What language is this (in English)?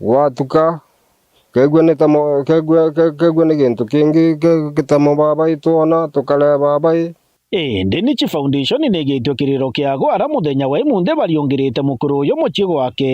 Meru